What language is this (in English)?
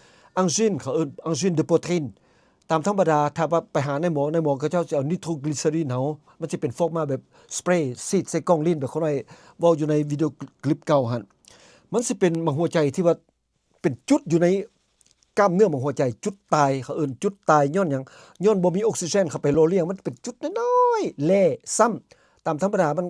Lao